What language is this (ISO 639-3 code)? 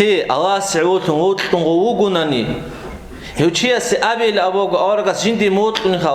ava